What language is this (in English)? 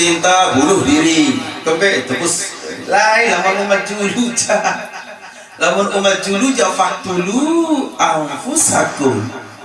Sasak